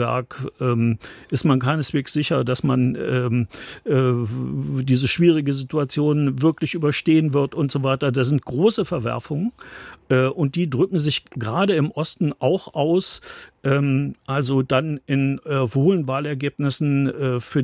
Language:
German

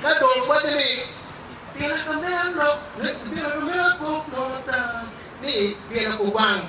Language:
Acoli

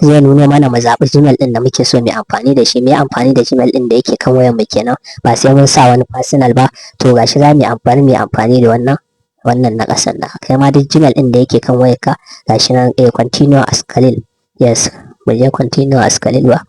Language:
Hausa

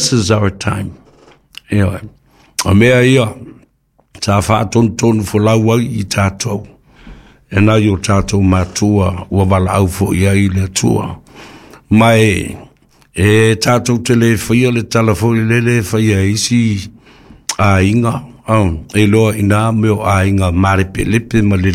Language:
Samoan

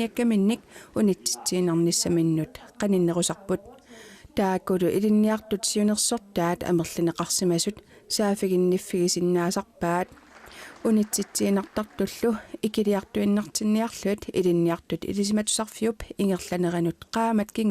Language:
Kalaallisut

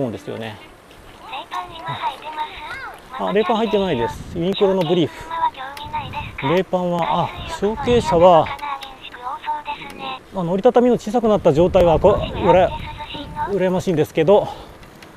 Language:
Japanese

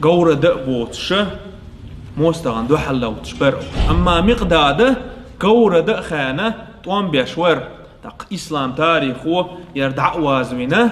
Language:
Chechen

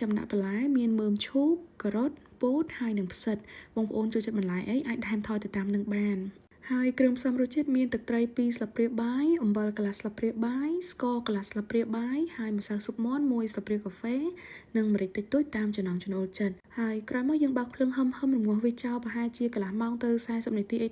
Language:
Khmer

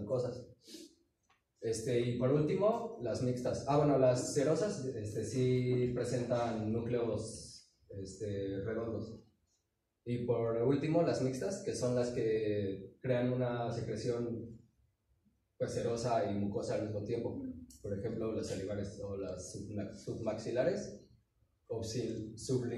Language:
Spanish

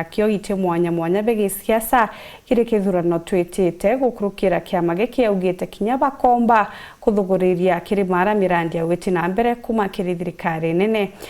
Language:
Meru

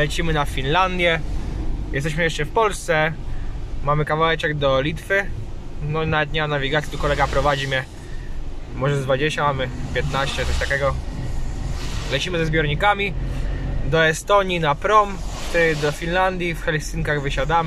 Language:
Polish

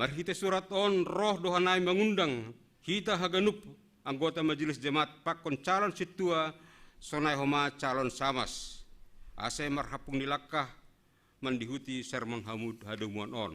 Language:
Batak Simalungun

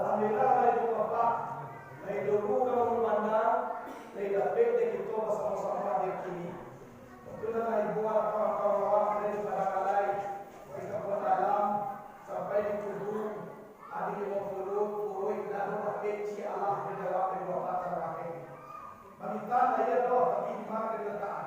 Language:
Minangkabau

